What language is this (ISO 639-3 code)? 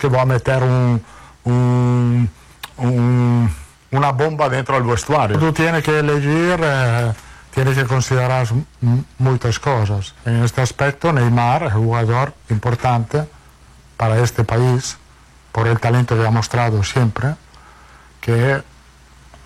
por